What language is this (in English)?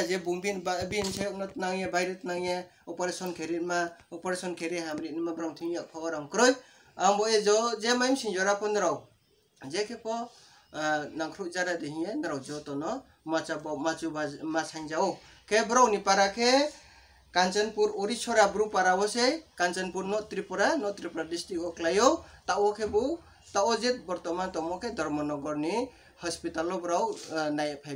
Riang (India)